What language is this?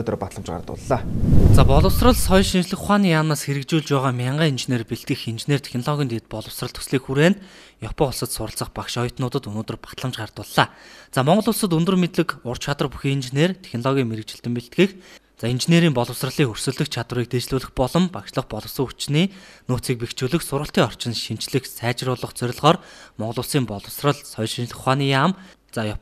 Mongolian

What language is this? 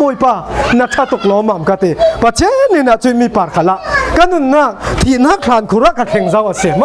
Falam Chin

